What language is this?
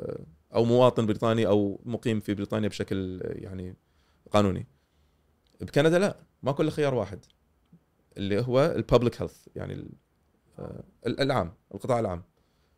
Gulf Arabic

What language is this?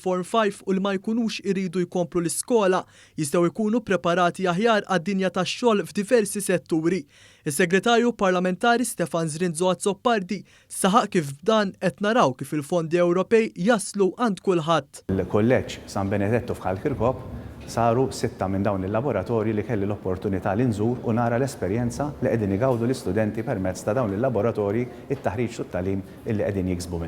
Maltese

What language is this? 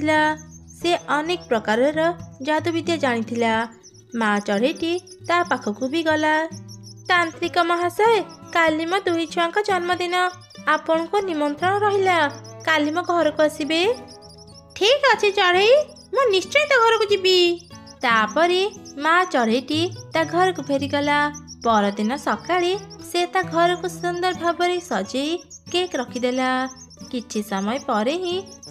Odia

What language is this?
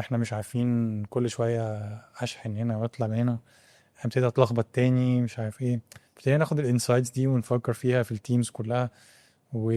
Egyptian Arabic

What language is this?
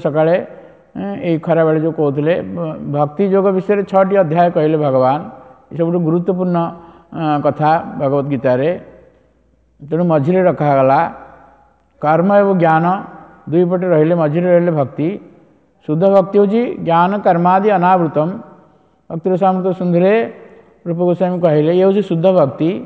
Odia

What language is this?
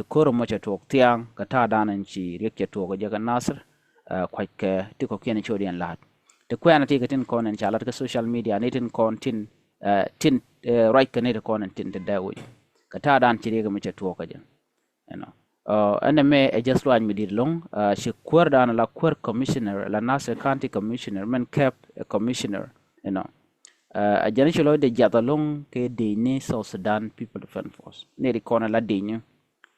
Nuer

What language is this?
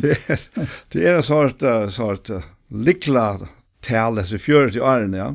Faroese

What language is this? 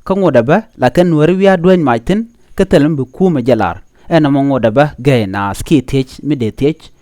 Nuer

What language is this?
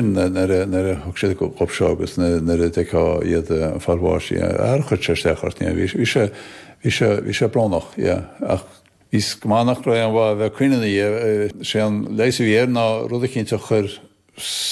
Irish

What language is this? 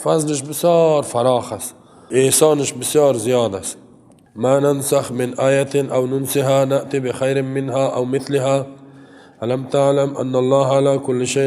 Persian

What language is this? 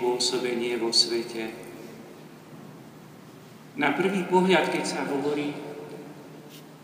Slovak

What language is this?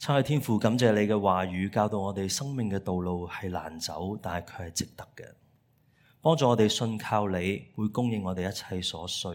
Cantonese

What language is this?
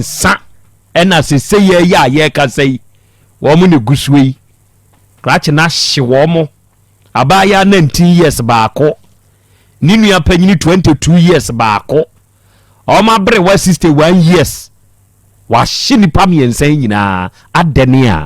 Akan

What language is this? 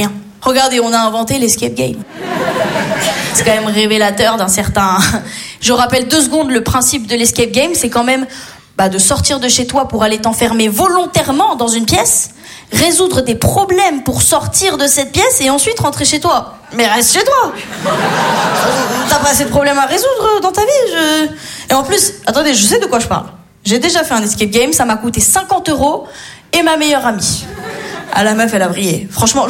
French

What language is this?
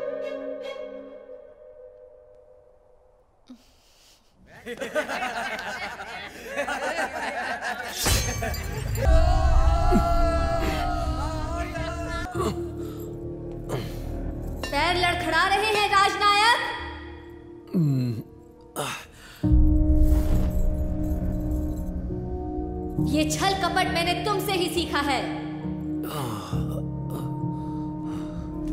Hindi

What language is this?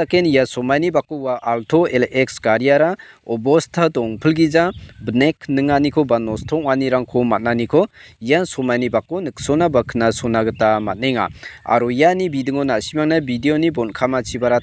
Garo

